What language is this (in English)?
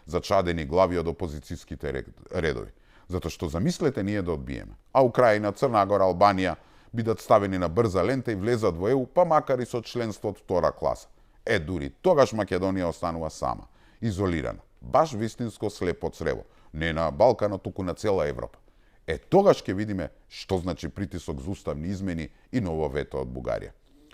Macedonian